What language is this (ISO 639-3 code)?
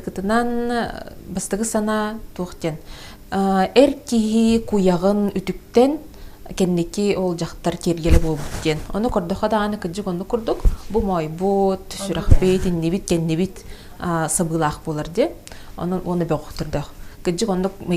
sah